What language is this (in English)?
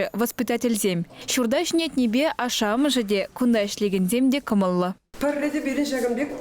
Chuvash